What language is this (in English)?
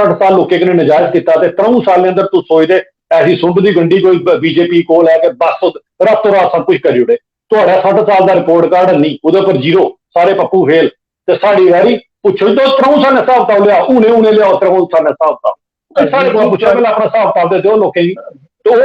Dogri